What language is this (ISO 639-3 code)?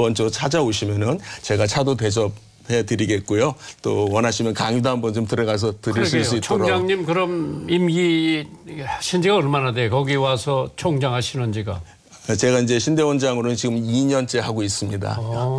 kor